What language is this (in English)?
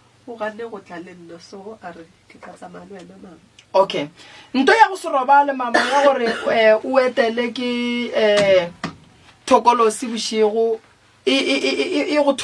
Northern Sotho